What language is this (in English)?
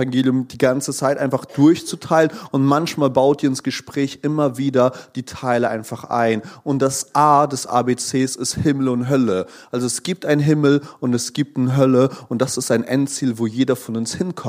German